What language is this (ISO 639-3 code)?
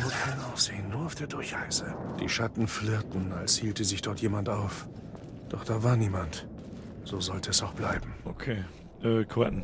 bar